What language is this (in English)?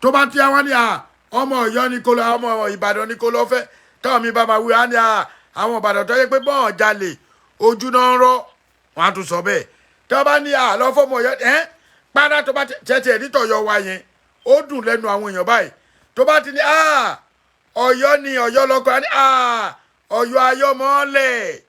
Yoruba